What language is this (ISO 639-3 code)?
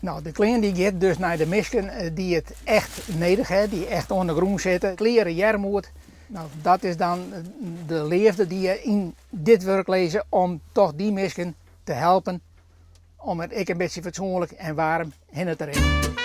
fry